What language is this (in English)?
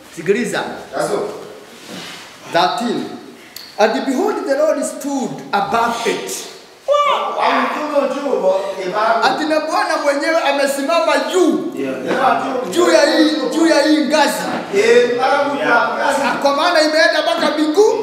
Swahili